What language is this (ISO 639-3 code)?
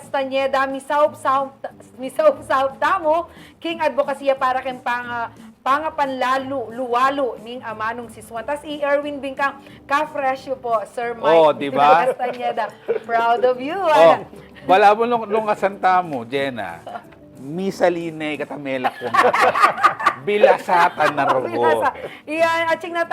pam